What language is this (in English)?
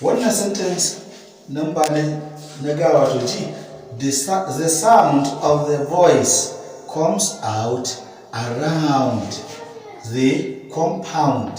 Hausa